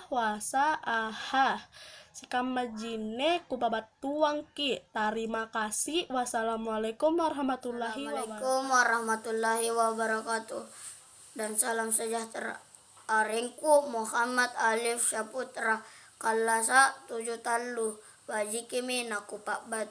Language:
Makasar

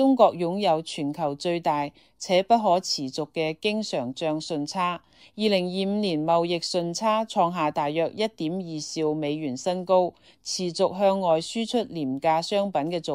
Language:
Cantonese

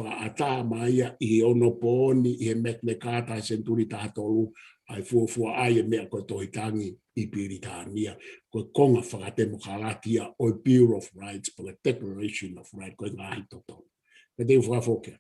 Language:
Tongan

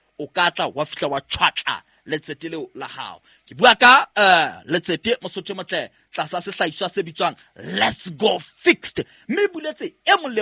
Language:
Southern Sotho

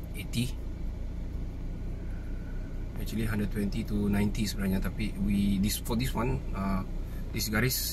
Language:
Malay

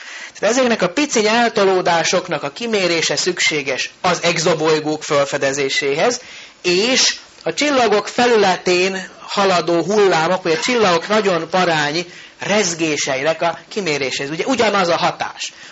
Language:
Hungarian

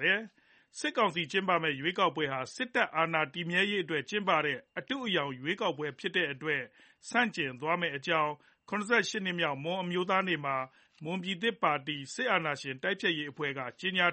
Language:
Burmese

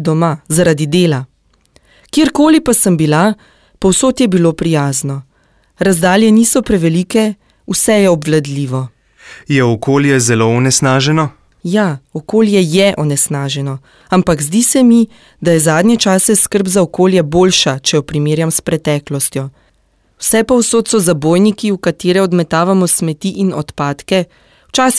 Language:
Slovenian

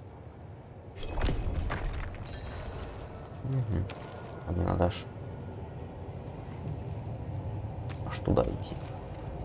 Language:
Russian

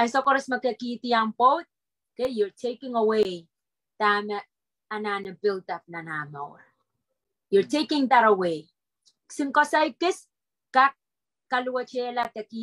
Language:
Pohnpeian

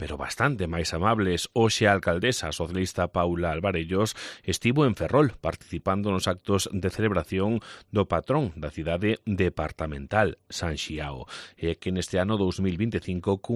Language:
Galician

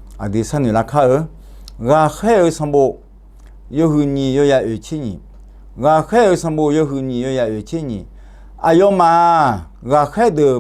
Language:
Akha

